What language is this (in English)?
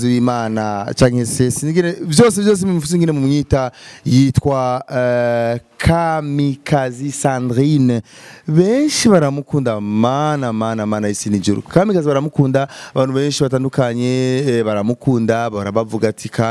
Rundi